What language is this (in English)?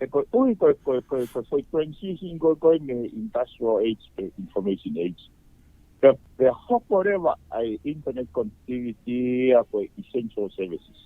Tongan